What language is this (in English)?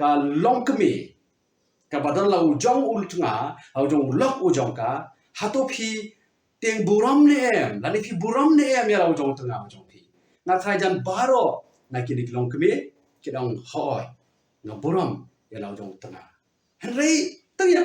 Khasi